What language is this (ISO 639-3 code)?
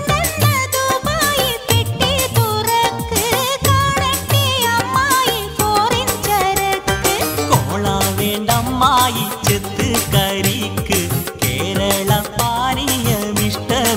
mal